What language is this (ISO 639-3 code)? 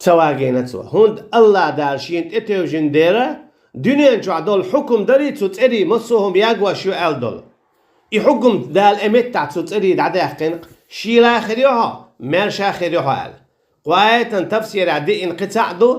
che